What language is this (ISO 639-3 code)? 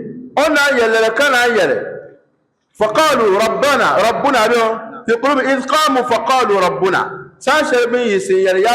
dag